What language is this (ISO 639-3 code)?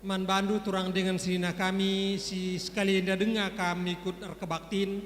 btx